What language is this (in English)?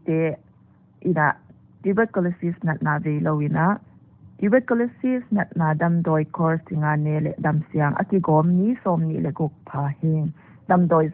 Paite Chin